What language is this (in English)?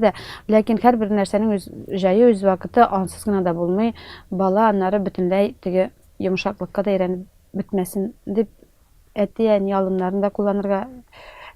Tatar